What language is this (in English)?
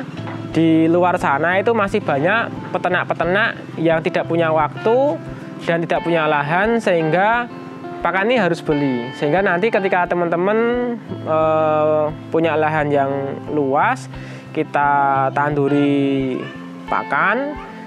Indonesian